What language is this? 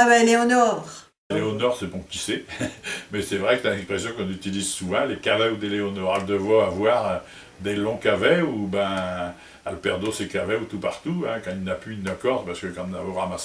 Picard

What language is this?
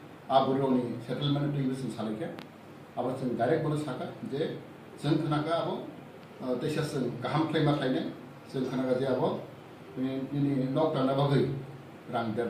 Riang (India)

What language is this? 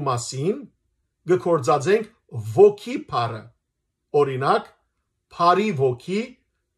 Western Armenian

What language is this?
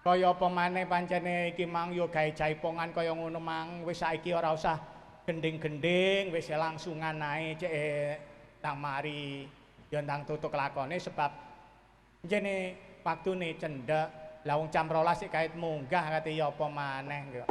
Javanese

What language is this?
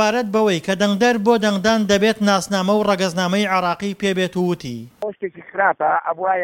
Central Kurdish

